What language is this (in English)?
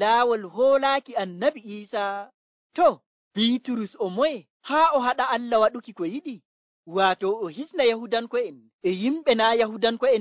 Nigerian Fulfulde